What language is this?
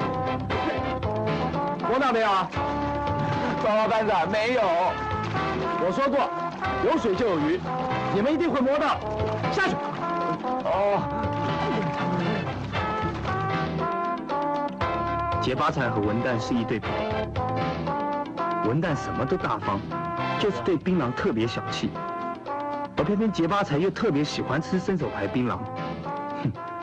Chinese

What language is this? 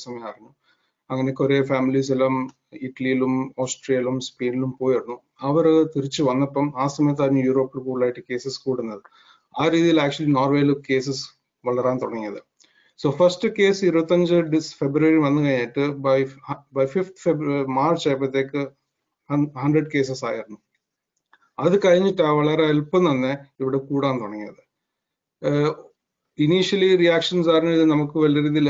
Malayalam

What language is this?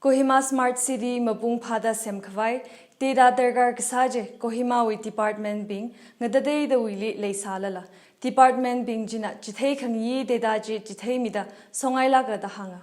Tangkhul Naga (India)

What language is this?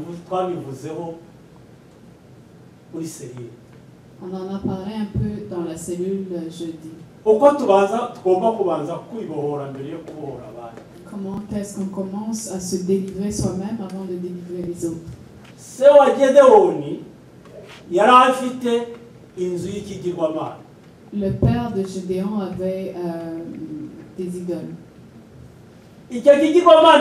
Kinyarwanda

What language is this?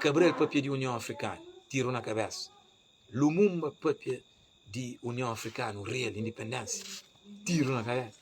Kabuverdianu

